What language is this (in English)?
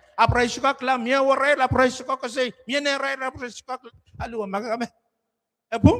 Pohnpeian